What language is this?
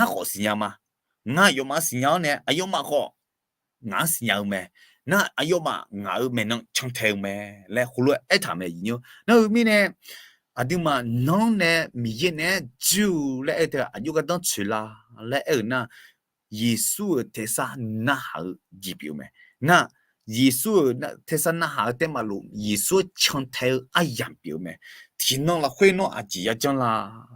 Akha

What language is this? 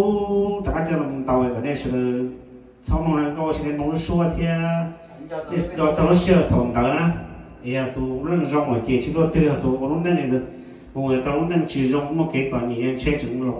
Hmong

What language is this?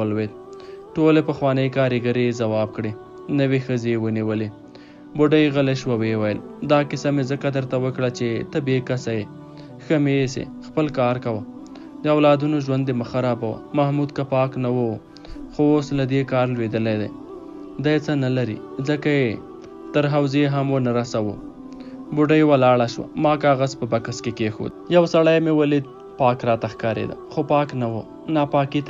Pashto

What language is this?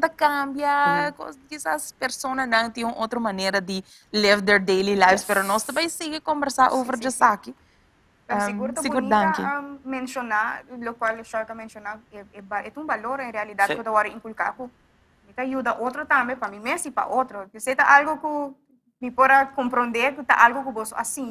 Papiamento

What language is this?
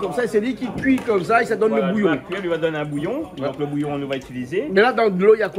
Réunion Creole French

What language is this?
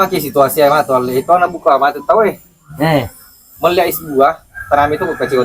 Buginese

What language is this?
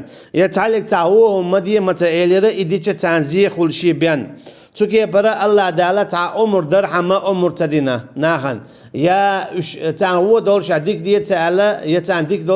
Chechen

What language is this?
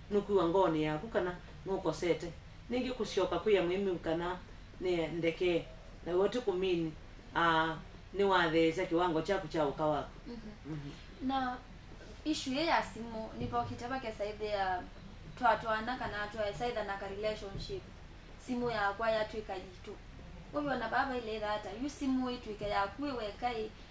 Kamba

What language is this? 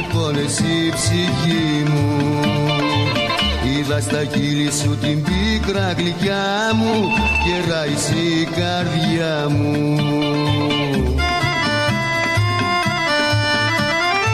Greek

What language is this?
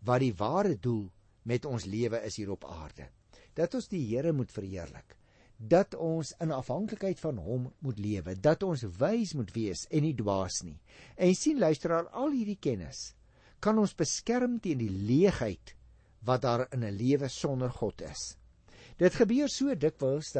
Afrikaans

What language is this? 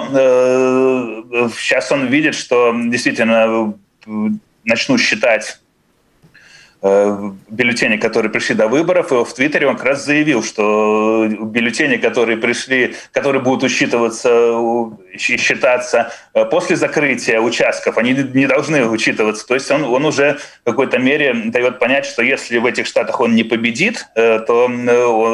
Russian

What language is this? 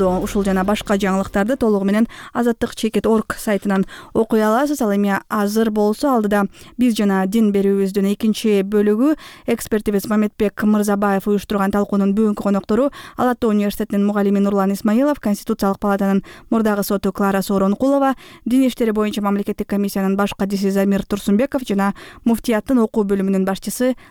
Kyrgyz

